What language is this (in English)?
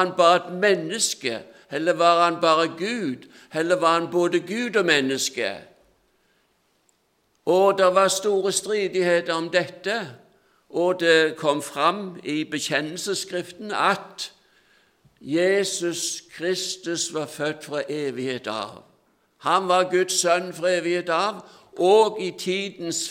Norwegian